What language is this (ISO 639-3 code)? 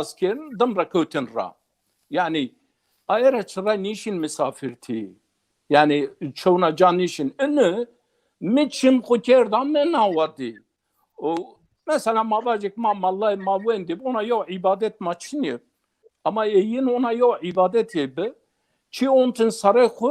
zza